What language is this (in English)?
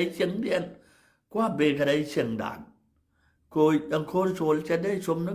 Nuer